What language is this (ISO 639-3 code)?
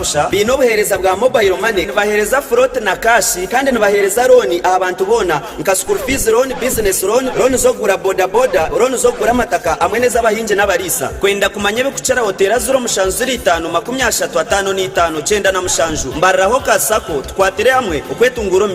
nyn